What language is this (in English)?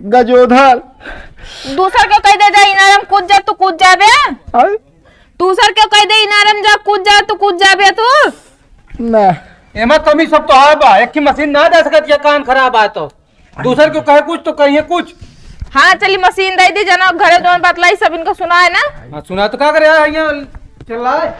Awadhi